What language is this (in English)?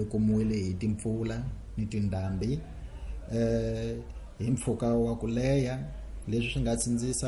Tsonga